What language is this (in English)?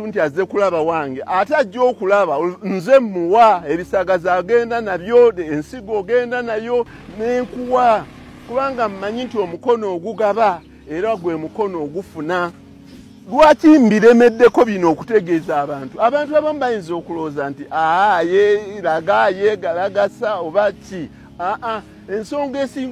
Ganda